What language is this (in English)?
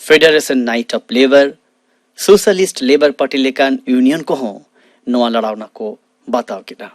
Santali